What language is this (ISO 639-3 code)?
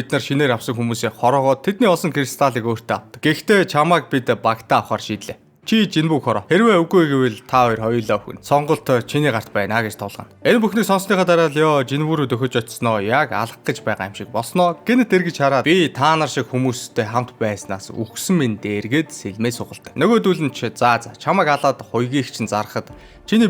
mon